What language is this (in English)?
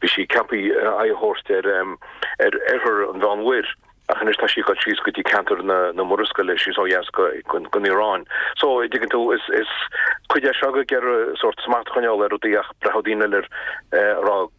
Irish